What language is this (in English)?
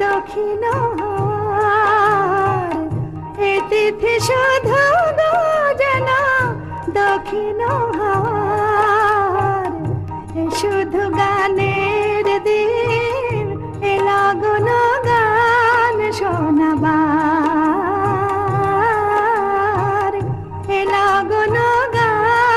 Bangla